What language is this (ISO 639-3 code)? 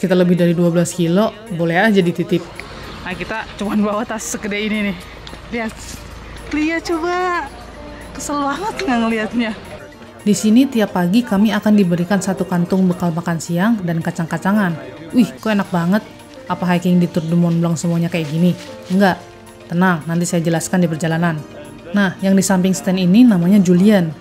ind